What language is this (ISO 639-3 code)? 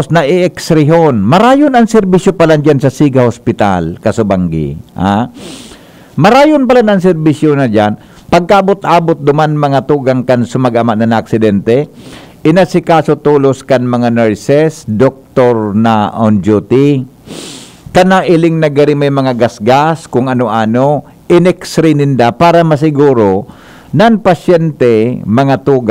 bik